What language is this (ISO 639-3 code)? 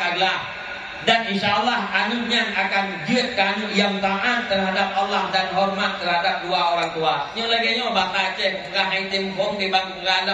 ace